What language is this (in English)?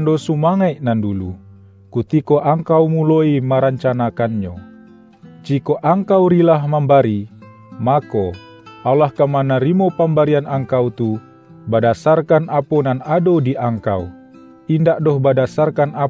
Minangkabau